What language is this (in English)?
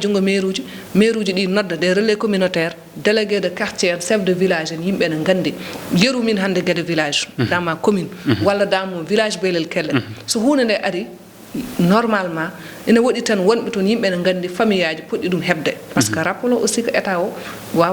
Fula